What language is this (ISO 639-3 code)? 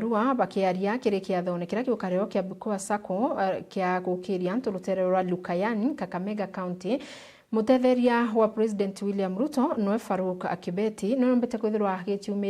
mer